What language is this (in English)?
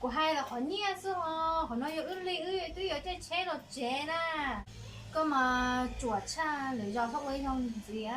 Hmong